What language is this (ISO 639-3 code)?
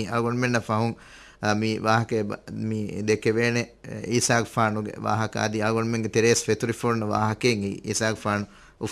div